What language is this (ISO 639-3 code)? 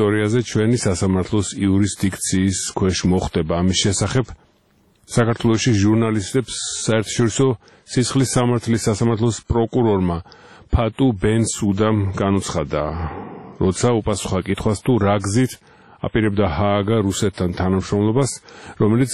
kat